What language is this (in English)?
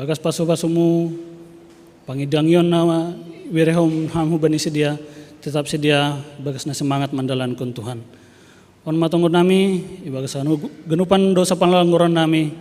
Batak Simalungun